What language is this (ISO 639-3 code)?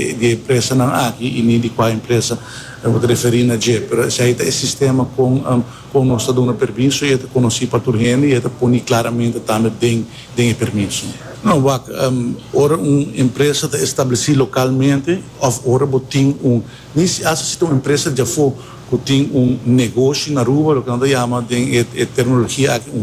pap